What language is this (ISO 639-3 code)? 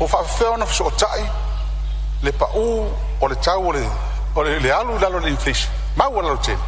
smo